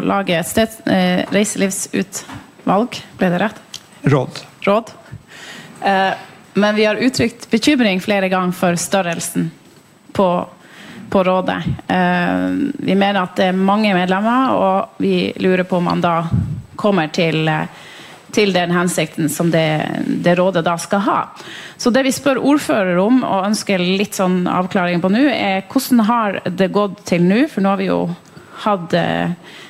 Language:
Norwegian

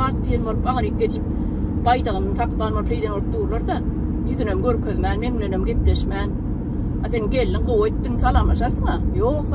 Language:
Turkmen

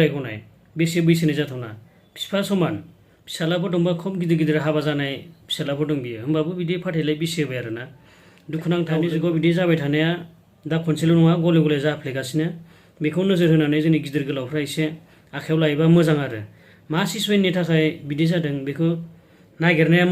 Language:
Bodo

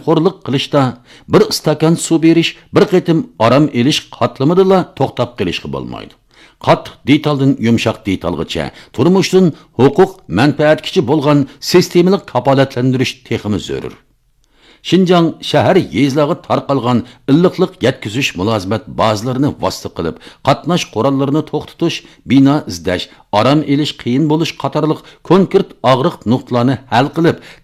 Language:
Uyghur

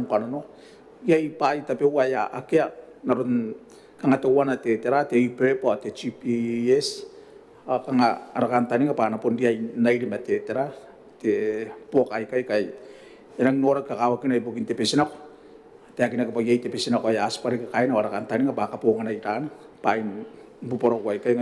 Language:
Gilbertese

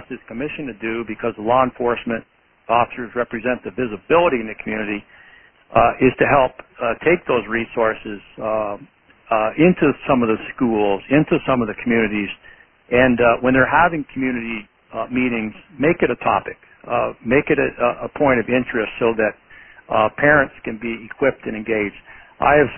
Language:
English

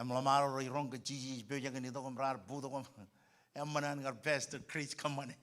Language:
Marshallese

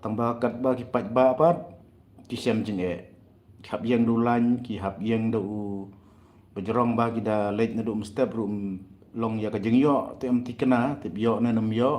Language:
Khasi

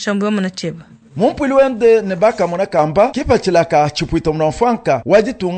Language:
Luba-Lulua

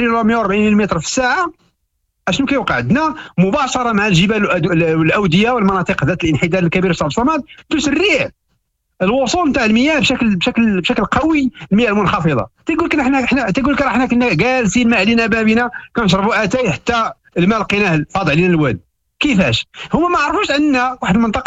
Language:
Moroccan Arabic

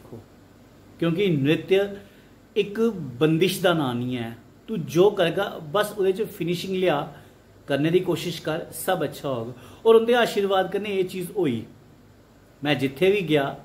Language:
Dogri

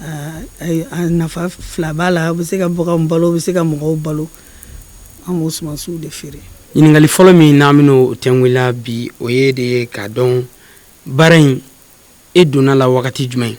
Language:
Bambara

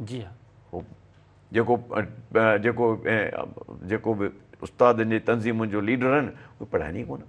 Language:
Sindhi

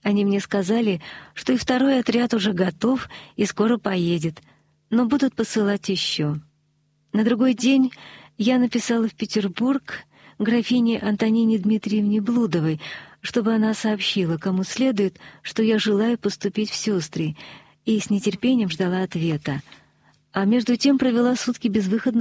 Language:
Russian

